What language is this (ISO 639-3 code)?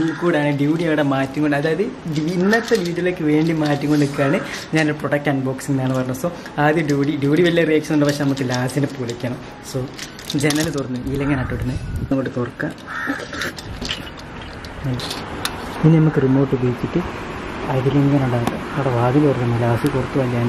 mal